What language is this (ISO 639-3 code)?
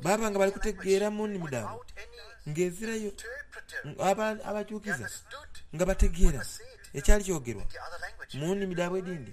xog